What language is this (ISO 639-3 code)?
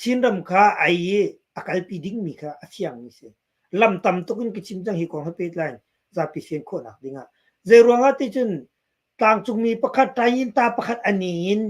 cnh